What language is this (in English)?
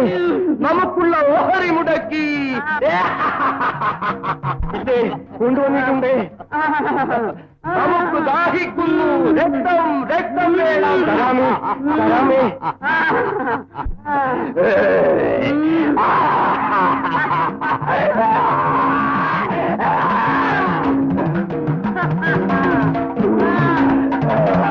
Malayalam